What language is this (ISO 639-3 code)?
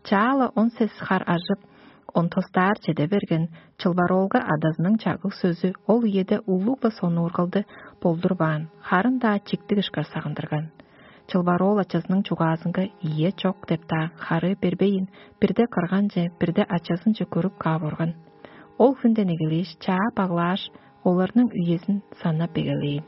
tyv